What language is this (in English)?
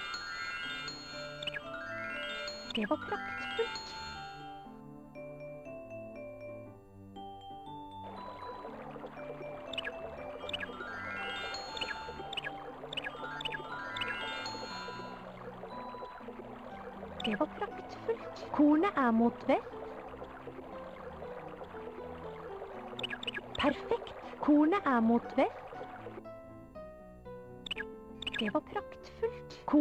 Norwegian